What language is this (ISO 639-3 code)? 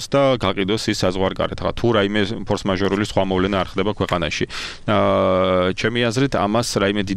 kat